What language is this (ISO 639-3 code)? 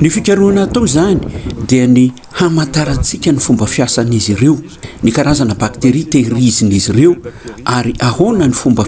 mlg